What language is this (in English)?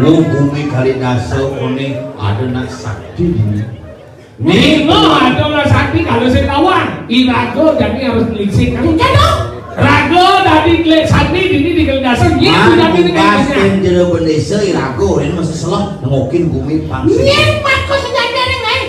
Balinese